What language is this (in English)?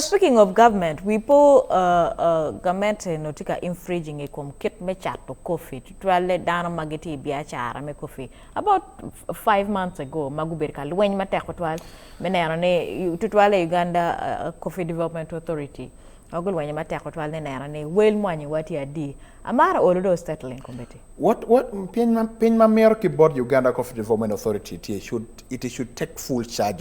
Acoli